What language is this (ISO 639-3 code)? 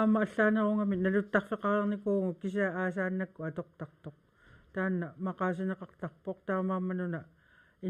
kal